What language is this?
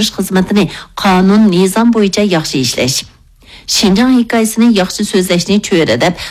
Uyghur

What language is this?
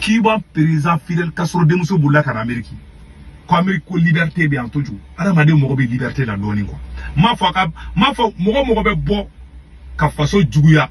Bambara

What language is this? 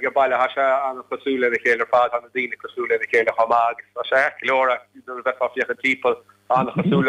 Irish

